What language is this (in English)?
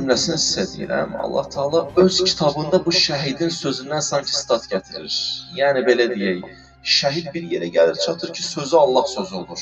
Azerbaijani